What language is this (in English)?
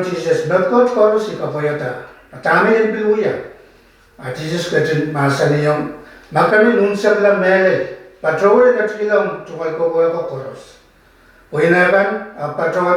Pohnpeian